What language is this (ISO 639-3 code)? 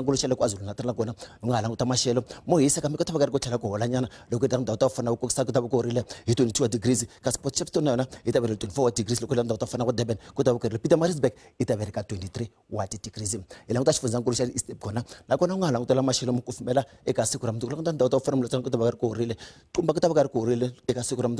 tso